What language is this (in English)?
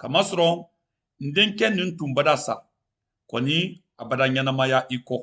Mandingo